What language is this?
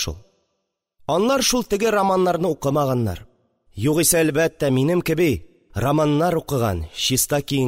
Tatar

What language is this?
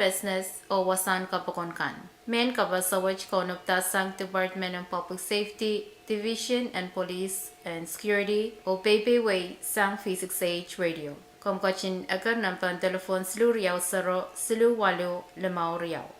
Pohnpeian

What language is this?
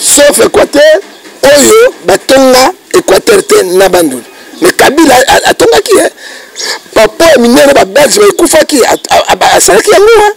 Lingala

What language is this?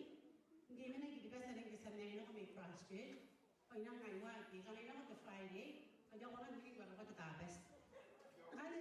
Gilbertese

